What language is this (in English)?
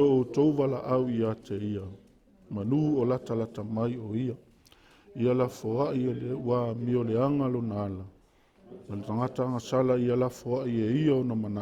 Samoan